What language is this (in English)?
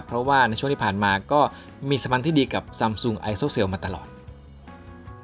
Thai